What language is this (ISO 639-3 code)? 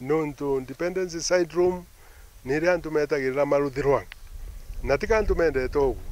mer